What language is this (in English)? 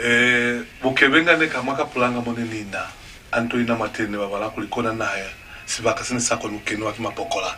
Lozi